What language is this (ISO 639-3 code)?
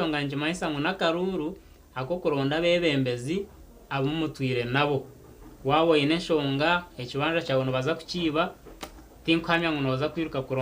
nyn